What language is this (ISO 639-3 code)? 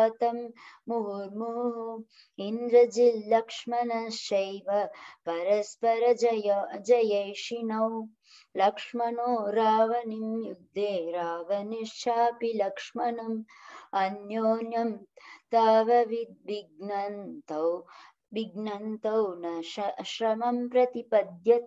san